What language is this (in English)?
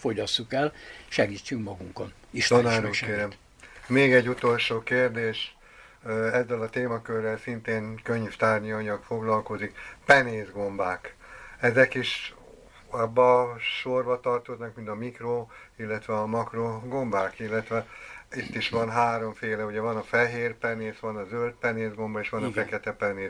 Hungarian